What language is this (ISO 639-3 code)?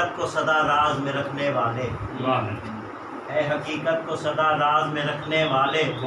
skr